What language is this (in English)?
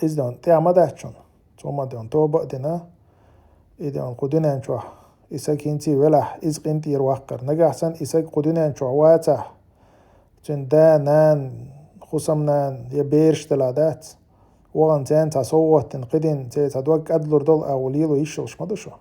Chechen